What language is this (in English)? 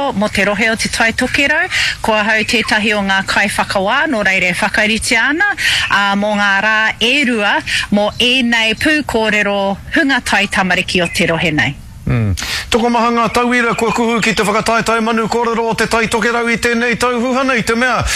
Māori